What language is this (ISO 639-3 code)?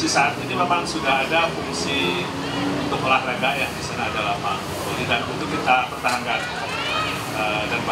ind